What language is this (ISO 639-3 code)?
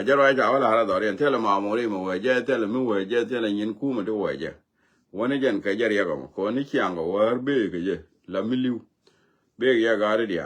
nus